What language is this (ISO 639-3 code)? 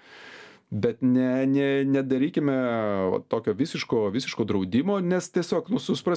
lit